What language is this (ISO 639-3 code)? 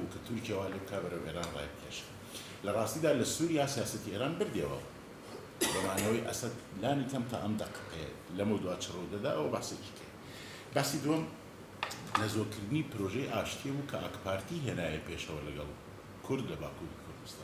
ckb